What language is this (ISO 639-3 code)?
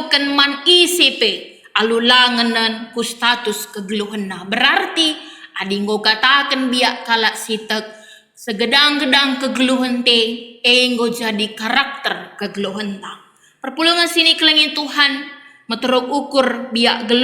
btx